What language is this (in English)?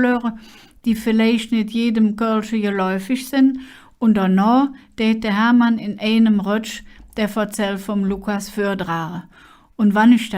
Colognian